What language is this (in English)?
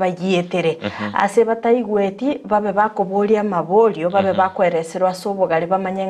Gusii